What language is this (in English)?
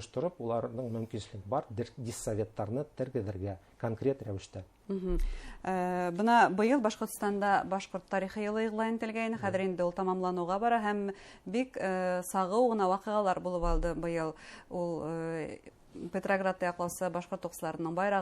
Bashkir